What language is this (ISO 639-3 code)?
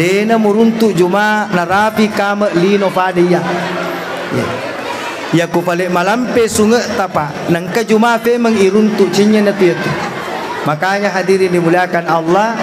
bug